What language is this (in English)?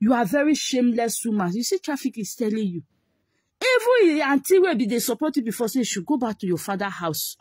Nigerian Pidgin